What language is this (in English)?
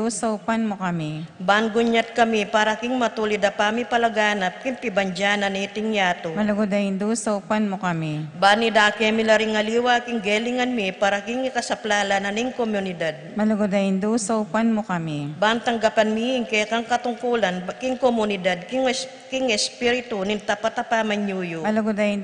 Pampanga